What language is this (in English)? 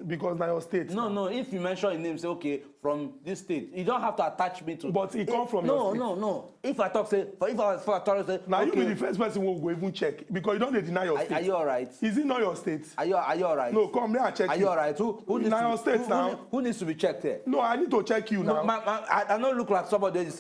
Nigerian Pidgin